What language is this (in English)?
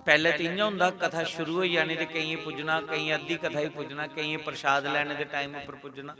Dogri